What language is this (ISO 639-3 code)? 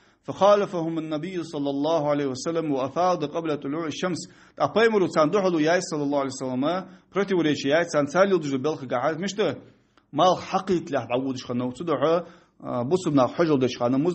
inh